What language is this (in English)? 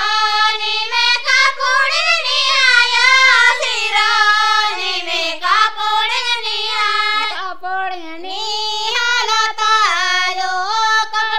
Gondi